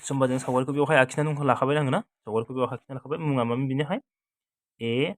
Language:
Bodo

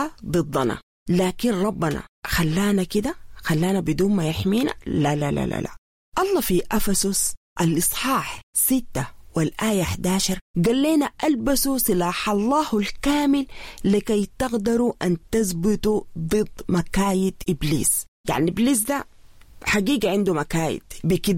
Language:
Sudanese Arabic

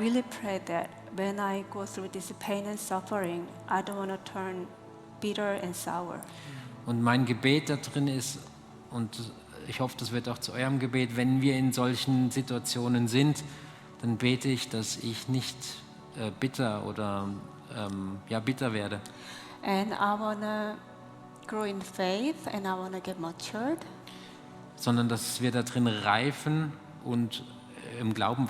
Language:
Swiss German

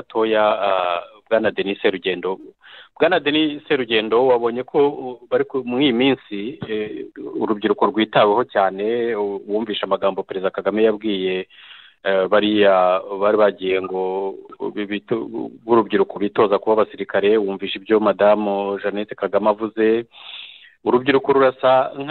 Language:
Kinyarwanda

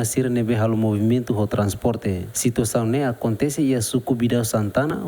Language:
Tetum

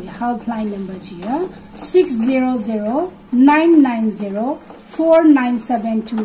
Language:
Tangkhul Naga (India)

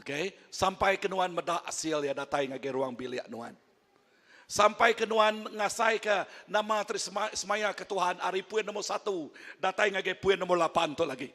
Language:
Iban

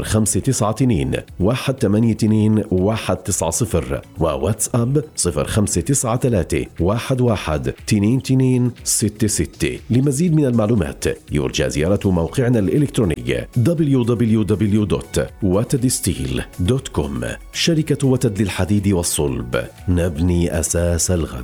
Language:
Arabic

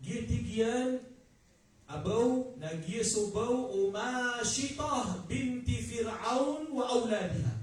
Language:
Maranao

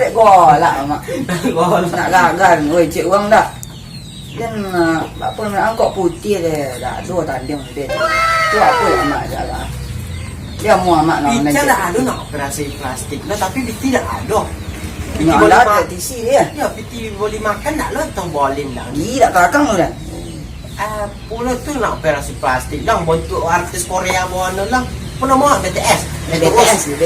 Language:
Minangkabau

